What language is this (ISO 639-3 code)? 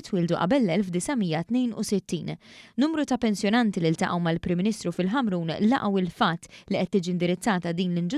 mlt